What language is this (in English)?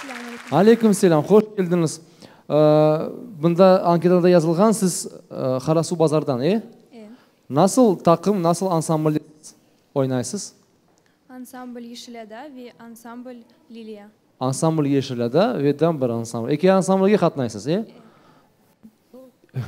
Crimean Tatar